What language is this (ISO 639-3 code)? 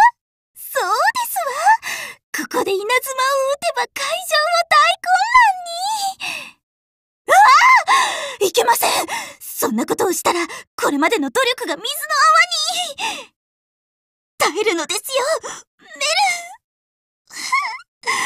jpn